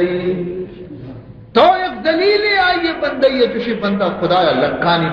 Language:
Baluchi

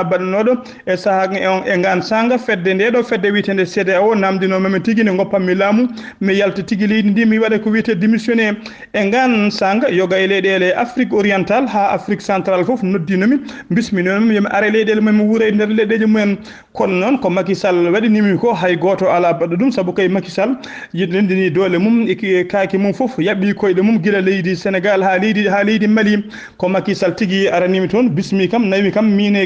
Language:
Fula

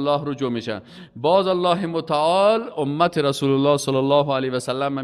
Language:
Persian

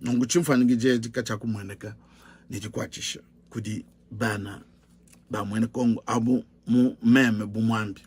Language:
Luba-Lulua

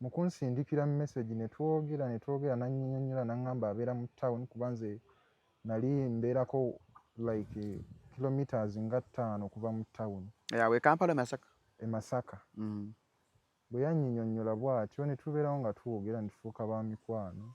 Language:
Ganda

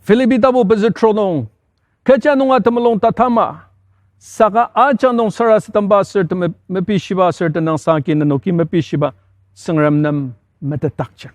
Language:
Ao Naga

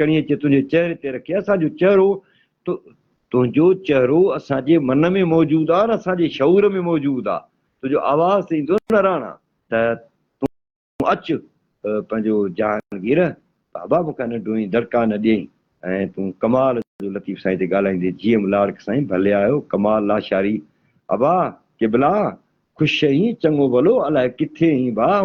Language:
Sindhi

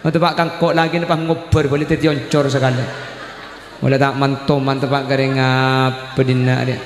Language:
Madurese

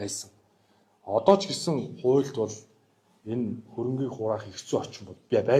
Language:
Mongolian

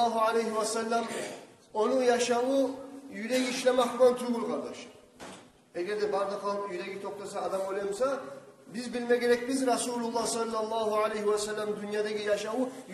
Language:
Kumyk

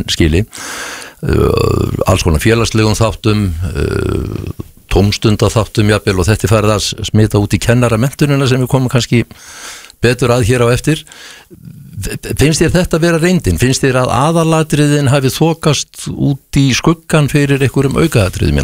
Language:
Icelandic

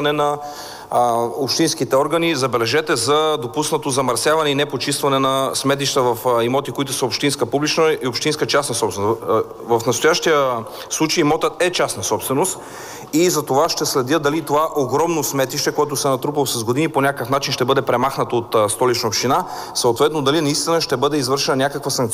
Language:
Bulgarian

